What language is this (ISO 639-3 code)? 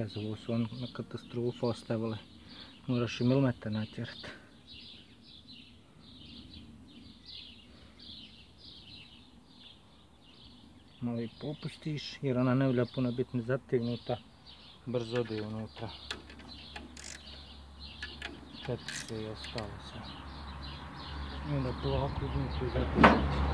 hrv